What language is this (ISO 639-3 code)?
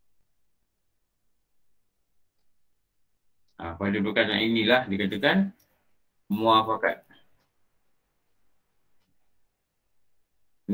msa